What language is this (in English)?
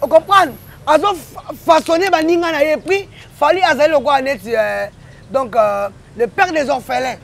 Lingala